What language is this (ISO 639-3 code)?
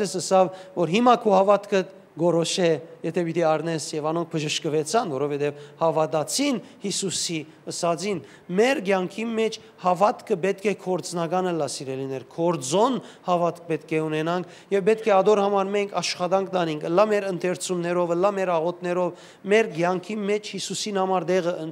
hyw